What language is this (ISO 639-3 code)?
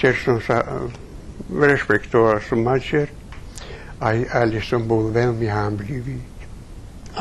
rue